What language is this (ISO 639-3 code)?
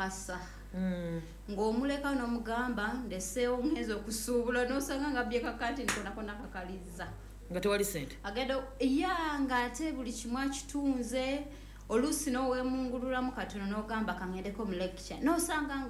lug